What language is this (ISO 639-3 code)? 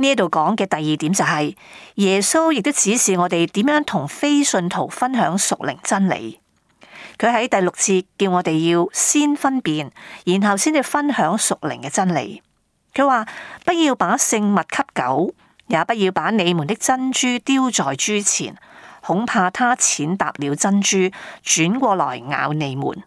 yue